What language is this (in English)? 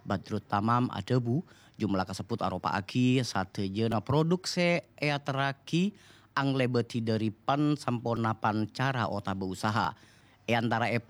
Madurese